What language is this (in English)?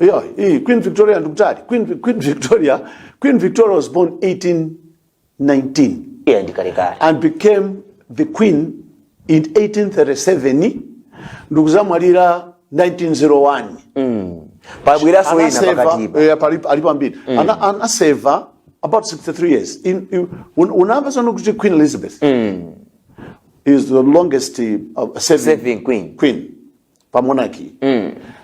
Nyanja